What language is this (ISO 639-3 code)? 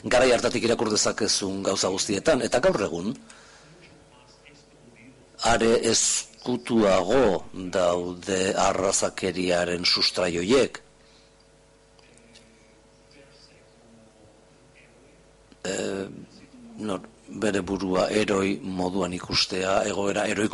eus